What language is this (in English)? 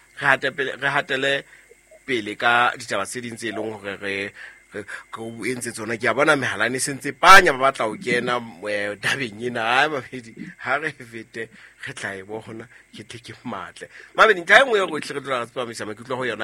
Southern Sotho